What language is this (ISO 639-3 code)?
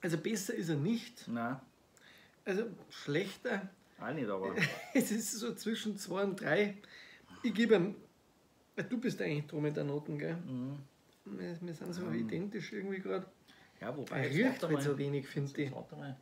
bar